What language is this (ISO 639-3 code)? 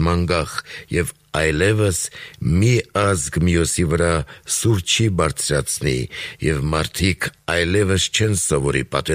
hye